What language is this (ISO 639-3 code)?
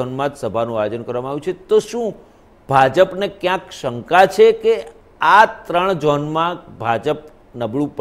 guj